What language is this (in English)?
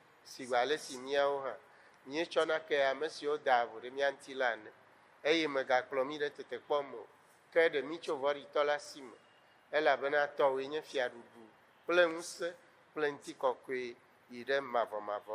Ewe